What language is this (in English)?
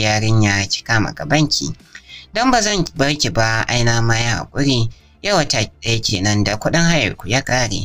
Hausa